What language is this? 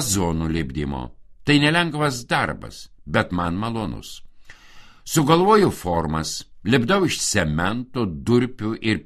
Lithuanian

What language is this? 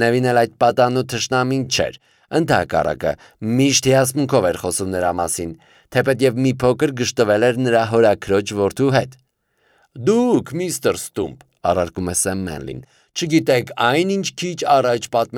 Armenian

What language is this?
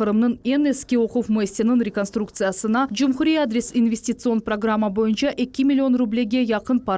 Crimean Tatar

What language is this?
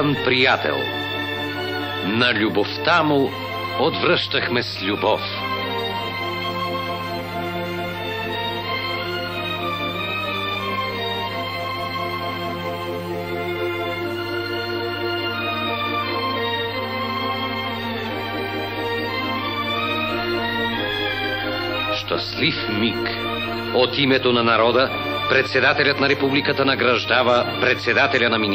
Bulgarian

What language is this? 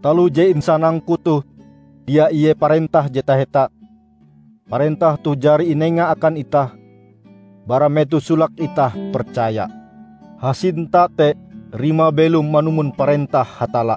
Ngaju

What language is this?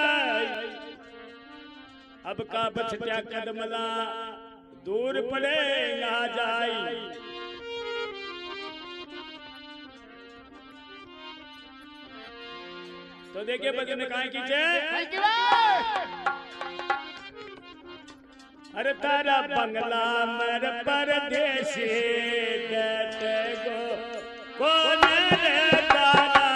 Rajasthani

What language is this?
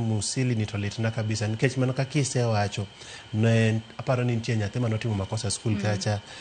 Luo (Kenya and Tanzania)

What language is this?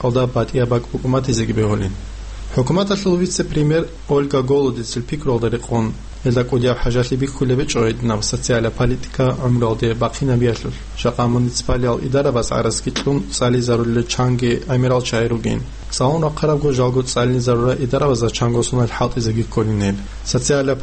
Avaric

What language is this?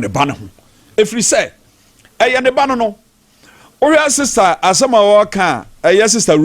Akan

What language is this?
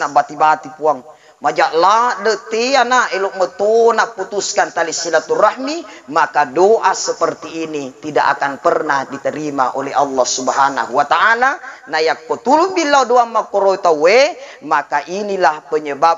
Buginese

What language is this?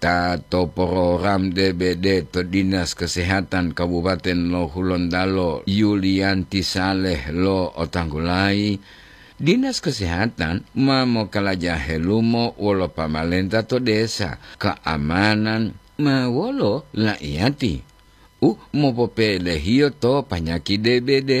Gorontalo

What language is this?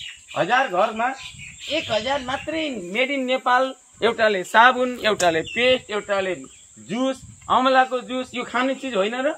Nepali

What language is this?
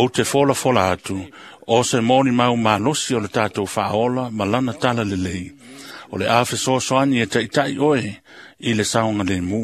Samoan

